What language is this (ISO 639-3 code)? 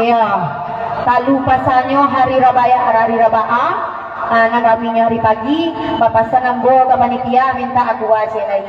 min